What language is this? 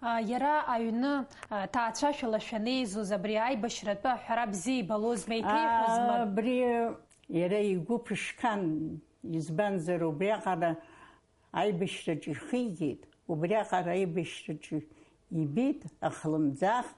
Abkhazian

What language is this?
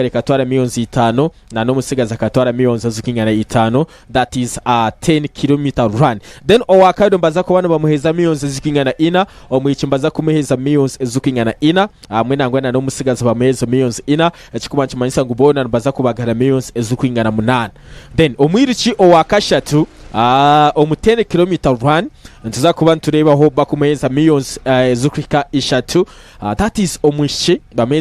Nyankole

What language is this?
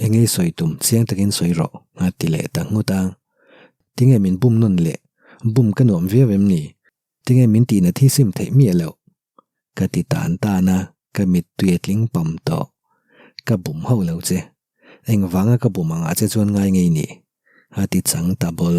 Mizo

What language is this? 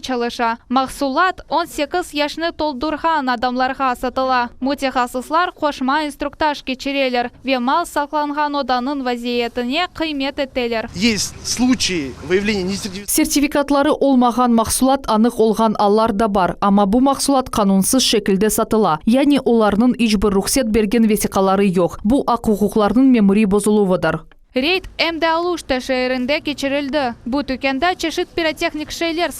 Crimean Tatar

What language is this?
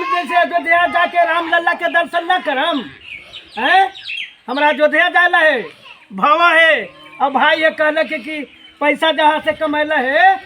Magahi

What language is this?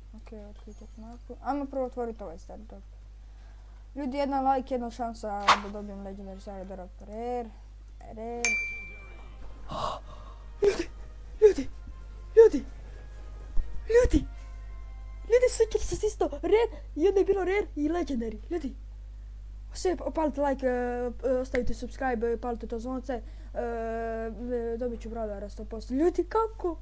Croatian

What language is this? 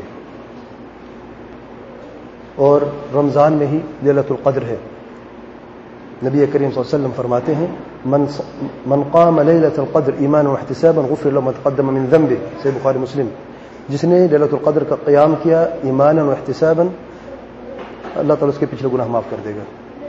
Urdu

